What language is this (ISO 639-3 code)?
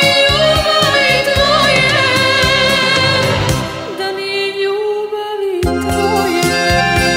hrv